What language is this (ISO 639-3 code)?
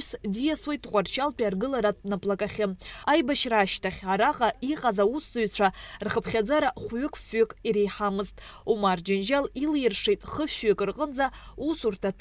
abk